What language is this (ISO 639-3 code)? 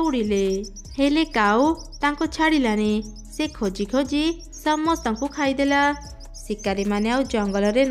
ori